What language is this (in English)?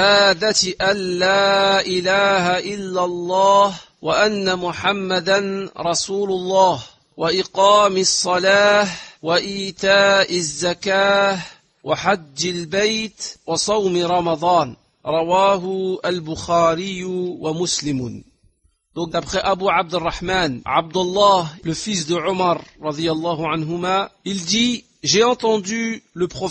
French